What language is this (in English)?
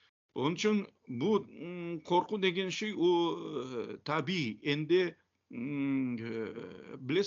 Crimean Tatar